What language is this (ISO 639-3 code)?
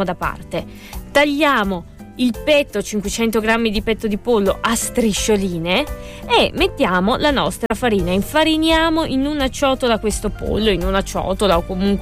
ita